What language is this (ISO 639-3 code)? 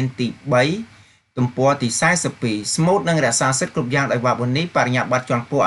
khm